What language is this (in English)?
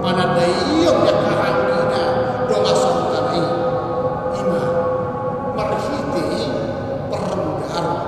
Batak Toba